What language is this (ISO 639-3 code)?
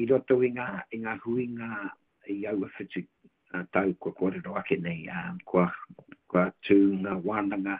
mri